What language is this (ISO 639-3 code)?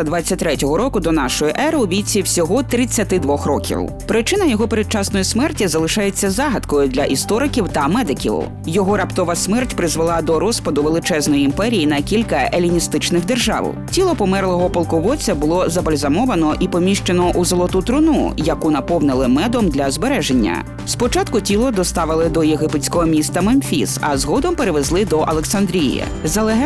ukr